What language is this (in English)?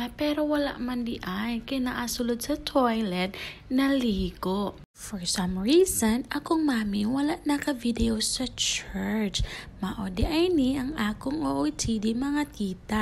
Cebuano